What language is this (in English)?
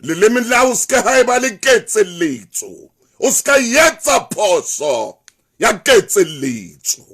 Southern Sotho